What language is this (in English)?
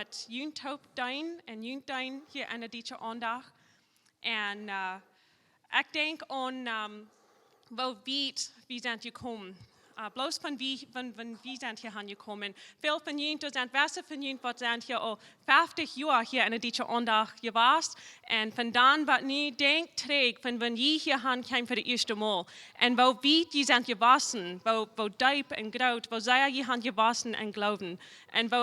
Plautdietsch